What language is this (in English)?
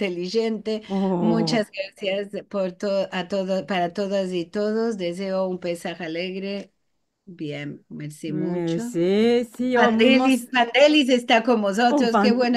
Ladino